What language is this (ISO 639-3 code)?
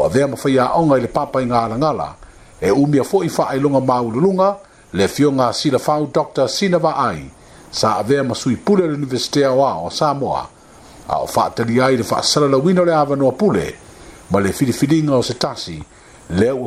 smo